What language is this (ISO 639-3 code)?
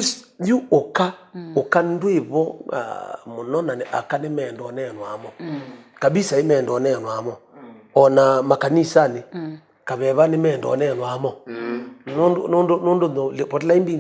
kam